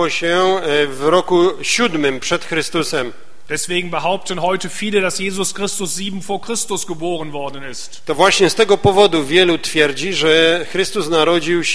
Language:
Polish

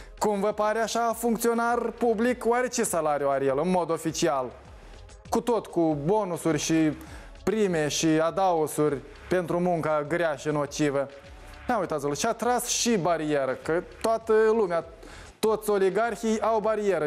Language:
Romanian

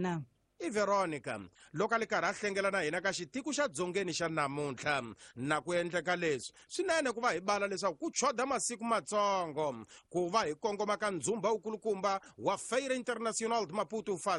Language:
Tsonga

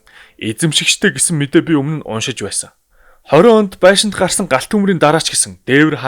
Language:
Mongolian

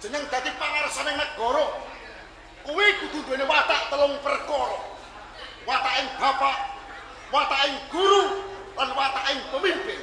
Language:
Javanese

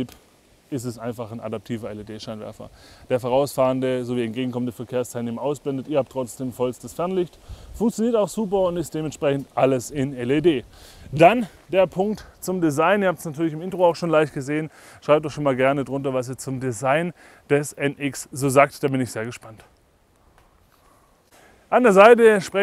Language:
German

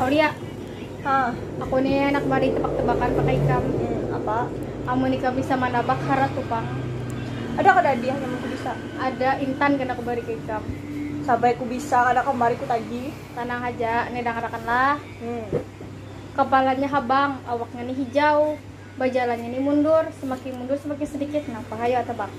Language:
Banjar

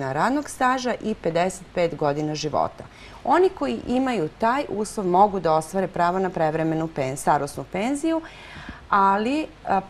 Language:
Serbian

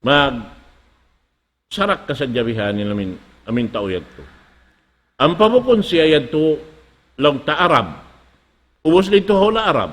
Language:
Tausug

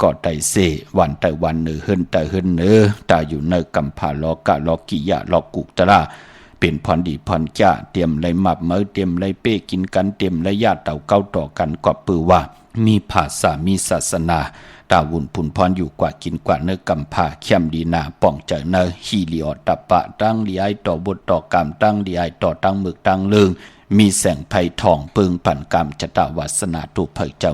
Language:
Shan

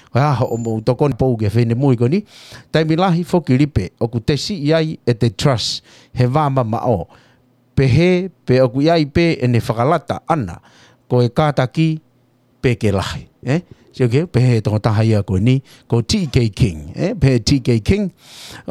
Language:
Tongan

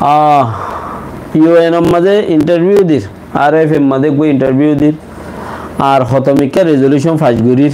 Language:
Rohingya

